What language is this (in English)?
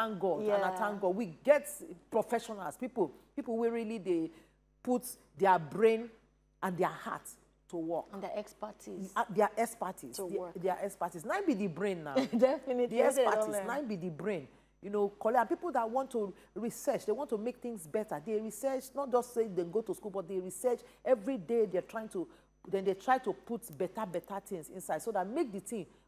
Nigerian Pidgin